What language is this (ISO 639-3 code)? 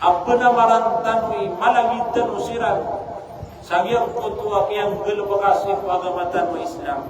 mrw